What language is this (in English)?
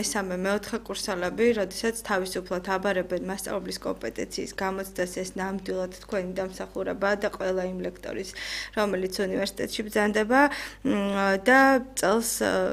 Georgian